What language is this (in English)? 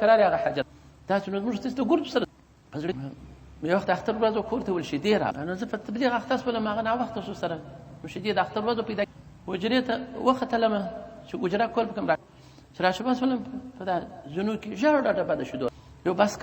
Pashto